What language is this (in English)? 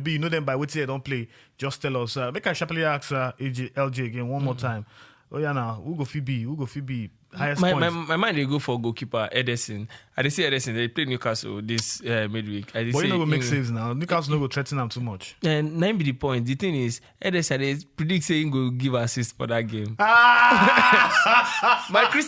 Nigerian Pidgin